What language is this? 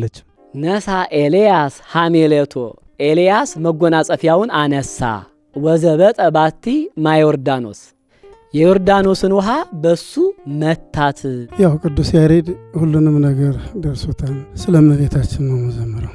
Amharic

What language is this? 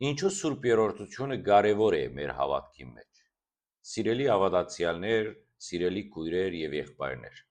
Western Armenian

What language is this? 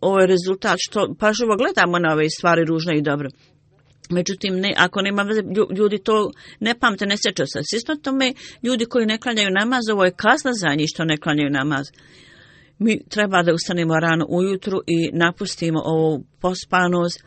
Bosnian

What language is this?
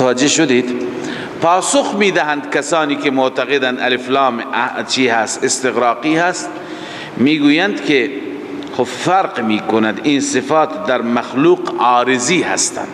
Persian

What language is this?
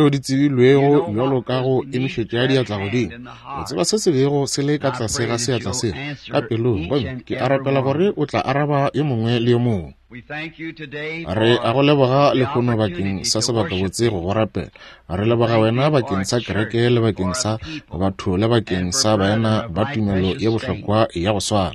Northern Sotho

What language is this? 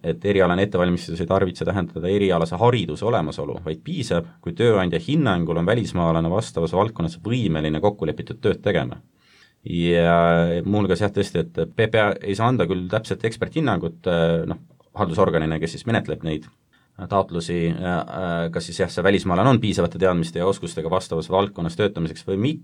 Estonian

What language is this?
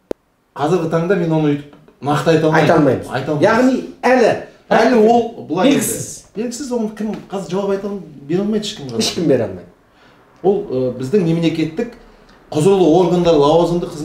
Kazakh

